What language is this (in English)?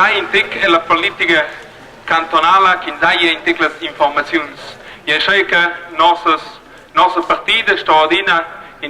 Romansh